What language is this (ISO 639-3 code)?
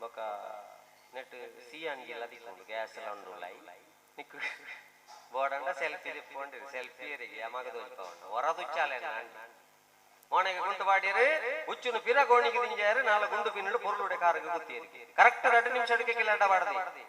tcy